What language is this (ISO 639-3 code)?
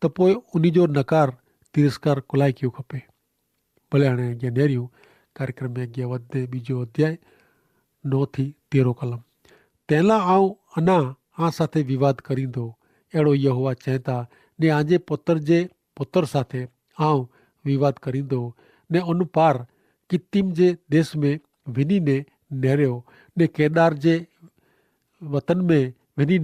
kfr